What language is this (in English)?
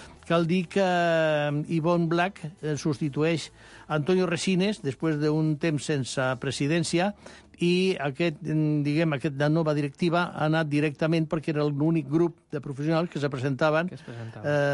Catalan